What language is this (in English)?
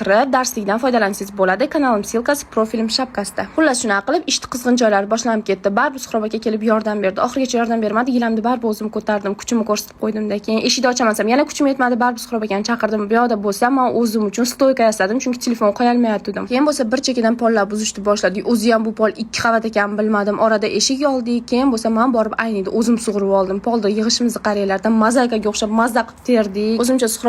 Uzbek